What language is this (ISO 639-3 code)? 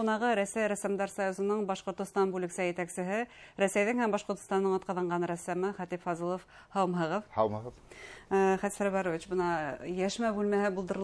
bak